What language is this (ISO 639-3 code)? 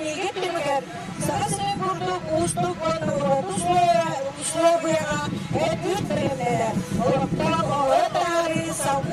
sah